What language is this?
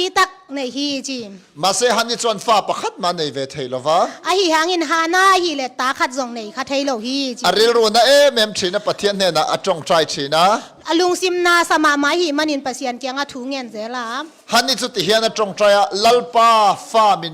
Tedim Chin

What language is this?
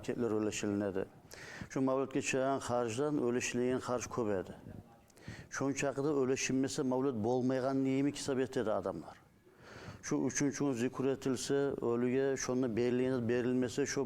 Kumyk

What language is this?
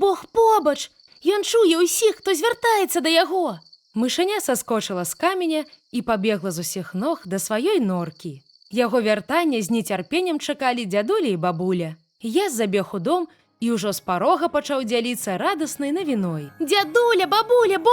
Belarusian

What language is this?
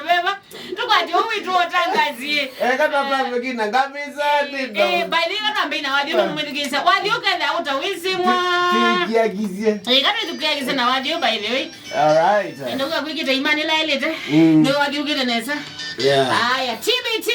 Kamba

